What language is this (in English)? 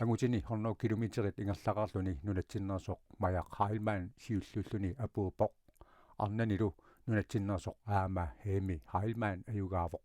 Kalaallisut